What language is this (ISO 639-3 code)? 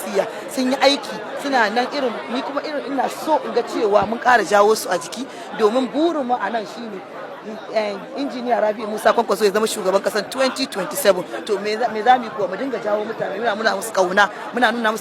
hau